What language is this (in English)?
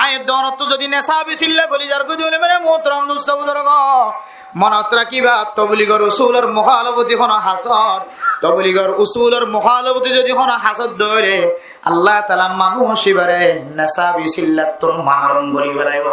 Rohingya